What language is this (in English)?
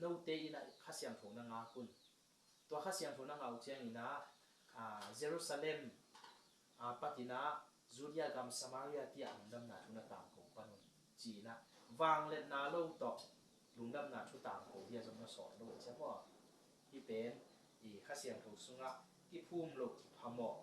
Tedim Chin